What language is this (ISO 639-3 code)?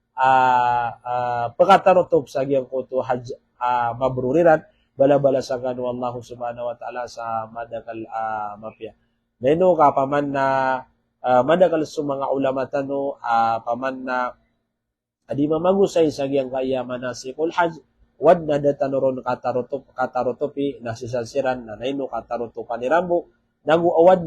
mrw